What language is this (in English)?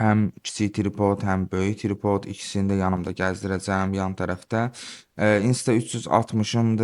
Azerbaijani